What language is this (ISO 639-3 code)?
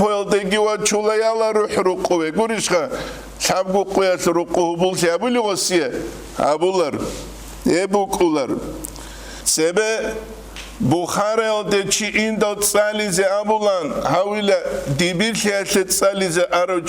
ava